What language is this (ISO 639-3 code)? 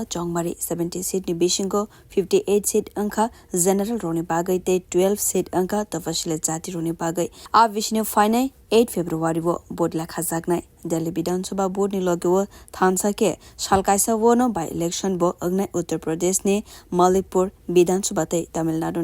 trp